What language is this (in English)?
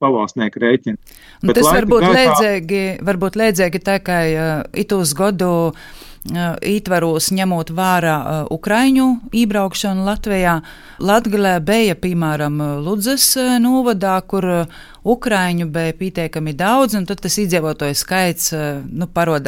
Latvian